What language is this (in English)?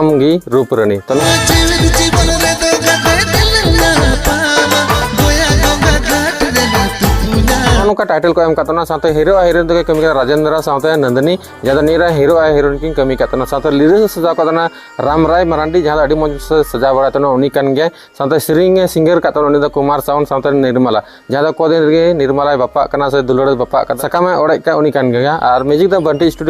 Santali